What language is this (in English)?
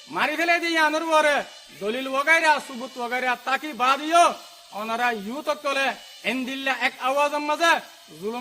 Rohingya